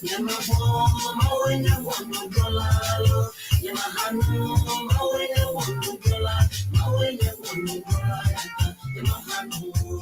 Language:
Ewe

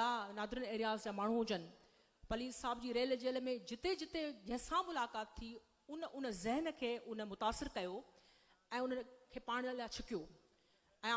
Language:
Sindhi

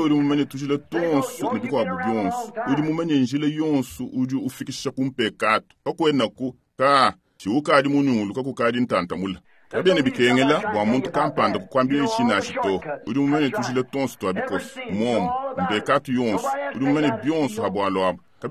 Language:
Luba-Lulua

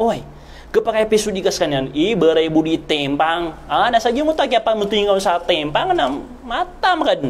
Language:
Maranao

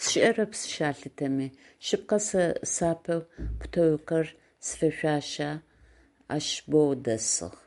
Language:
Adyghe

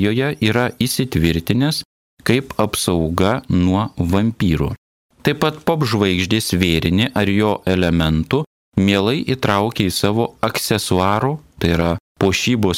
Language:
Lithuanian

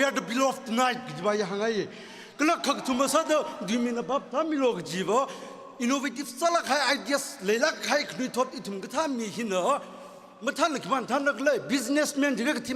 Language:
Tangkhul Naga (India)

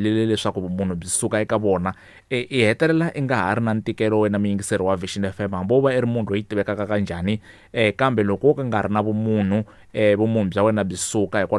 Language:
Tsonga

